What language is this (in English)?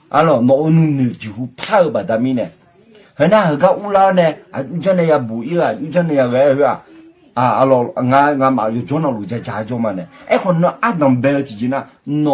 Akha